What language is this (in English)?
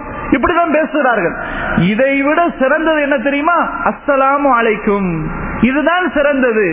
Tamil